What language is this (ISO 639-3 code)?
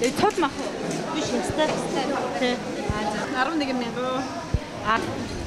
mon